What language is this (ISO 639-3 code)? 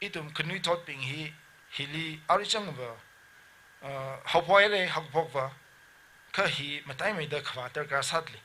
nmf